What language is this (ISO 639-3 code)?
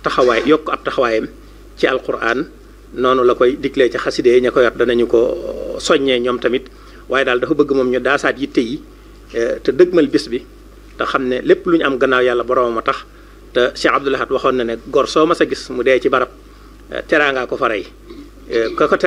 wol